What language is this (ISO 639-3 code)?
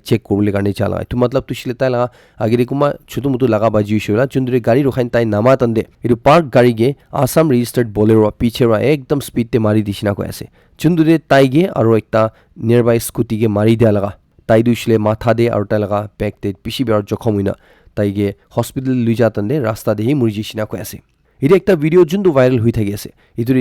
nag